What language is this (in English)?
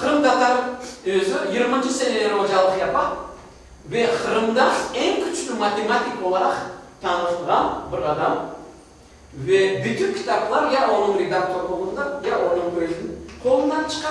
Crimean Tatar